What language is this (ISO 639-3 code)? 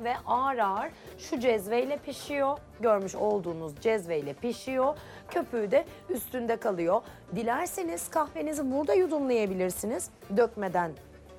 tur